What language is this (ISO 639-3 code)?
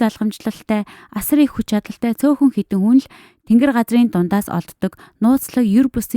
mon